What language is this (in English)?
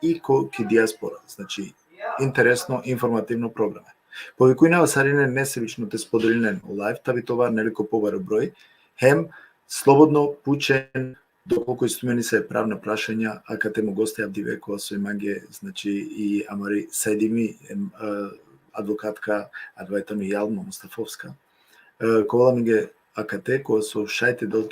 Balkan Romani